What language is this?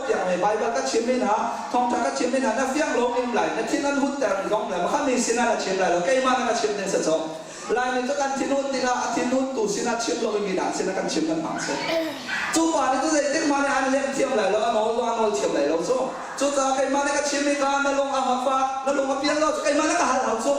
Hakha Chin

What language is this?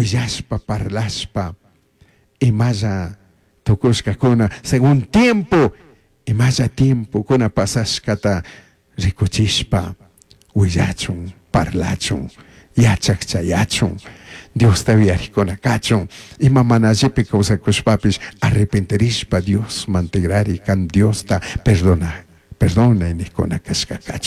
Chimborazo Highland Quichua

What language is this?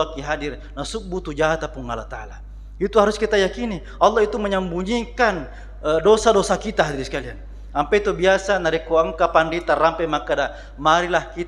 Buginese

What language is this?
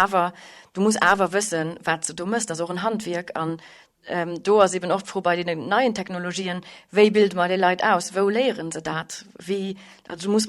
Luxembourgish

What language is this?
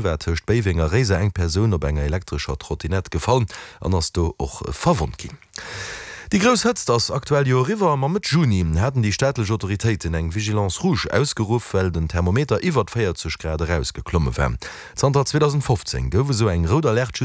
Luxembourgish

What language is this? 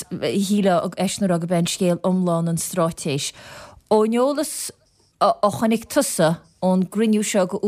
Irish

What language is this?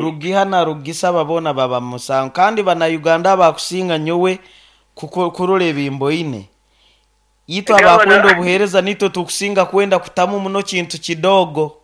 Nyankole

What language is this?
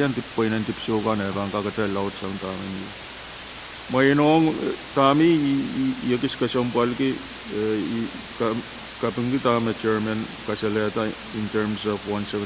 Pohnpeian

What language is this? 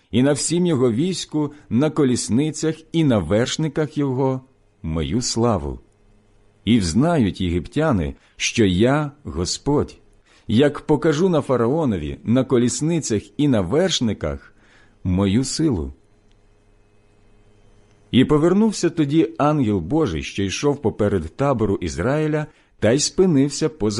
Ukrainian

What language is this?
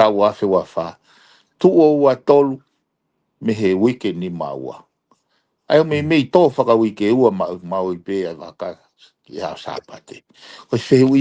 Tongan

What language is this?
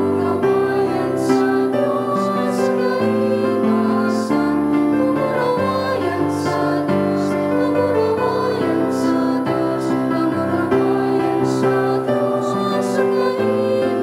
Bikol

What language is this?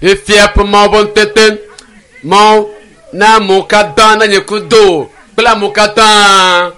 Ewe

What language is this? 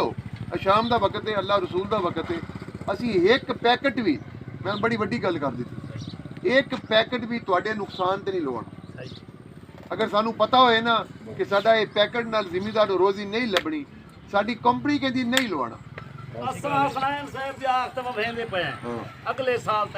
Saraiki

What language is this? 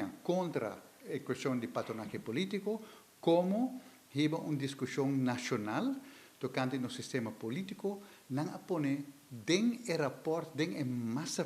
Papiamento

